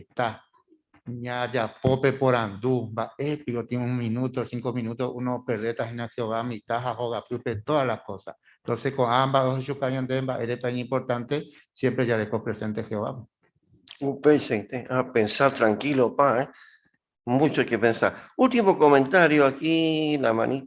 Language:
Guarani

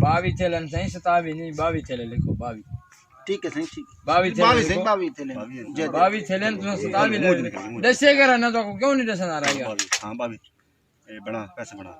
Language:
Saraiki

